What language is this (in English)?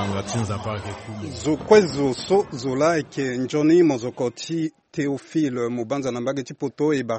Sango